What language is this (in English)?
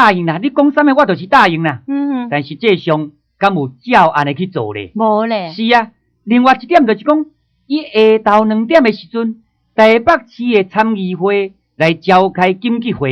Min Nan Chinese